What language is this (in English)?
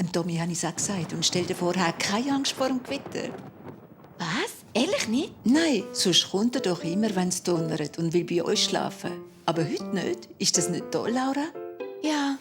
Swiss German